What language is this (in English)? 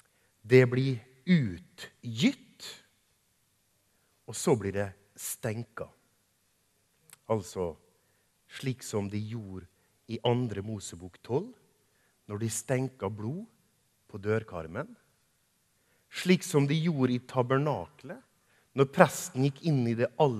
Norwegian